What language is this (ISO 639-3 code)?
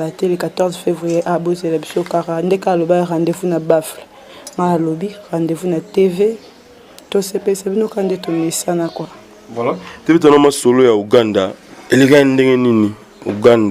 lin